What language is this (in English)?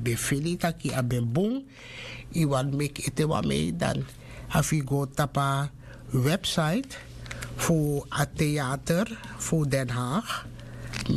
Sranan Tongo